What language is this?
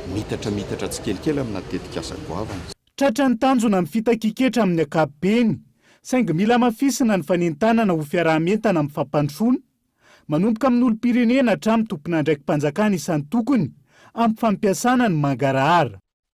Malagasy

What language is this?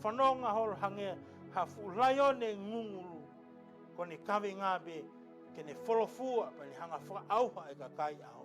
Tongan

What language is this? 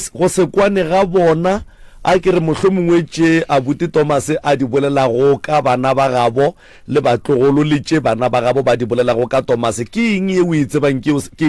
Northern Sotho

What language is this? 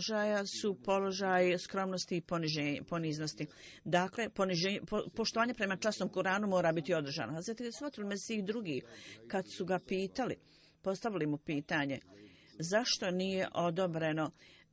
Bosnian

